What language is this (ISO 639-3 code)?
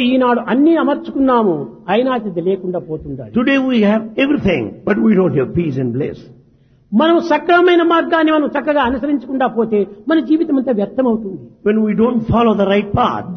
tel